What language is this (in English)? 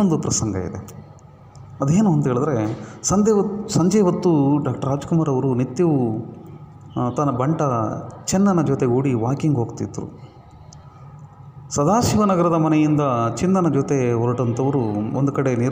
Kannada